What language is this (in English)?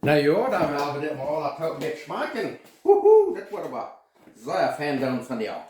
Plautdietsch